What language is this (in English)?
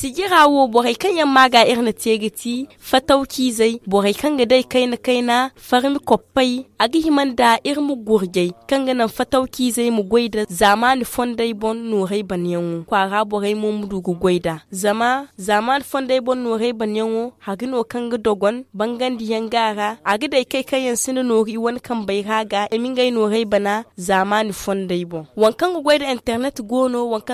Zarma